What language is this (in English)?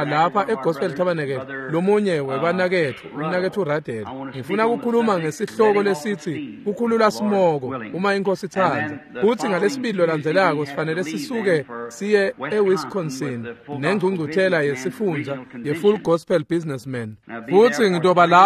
Swati